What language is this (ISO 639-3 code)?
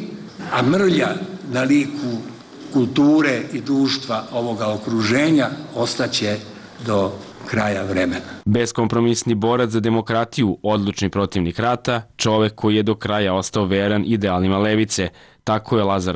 srp